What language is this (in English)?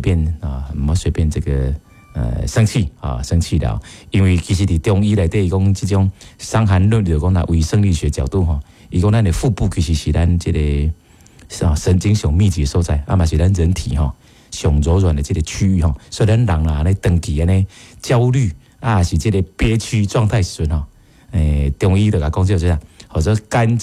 Min Nan Chinese